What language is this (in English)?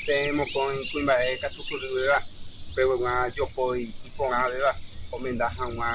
Guarani